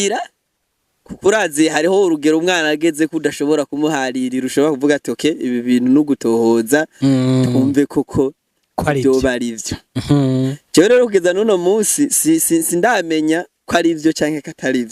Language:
Rundi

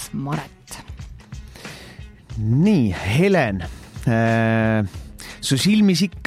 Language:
Estonian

